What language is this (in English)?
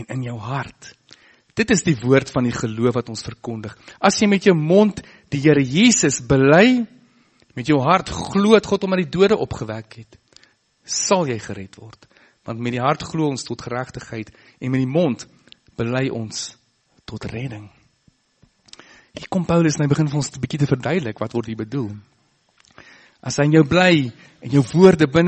Afrikaans